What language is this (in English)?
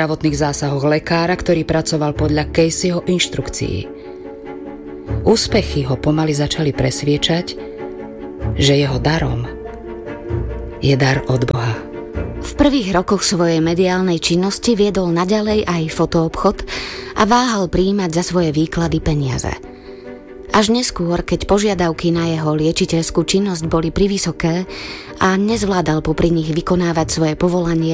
Slovak